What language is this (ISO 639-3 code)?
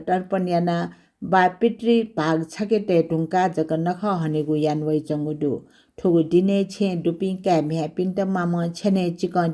new